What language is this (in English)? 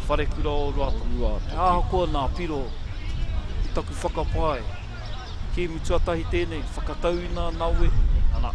Māori